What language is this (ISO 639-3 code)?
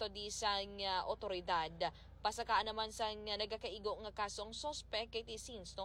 hil